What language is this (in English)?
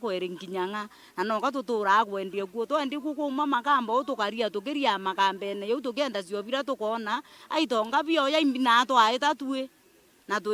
Meru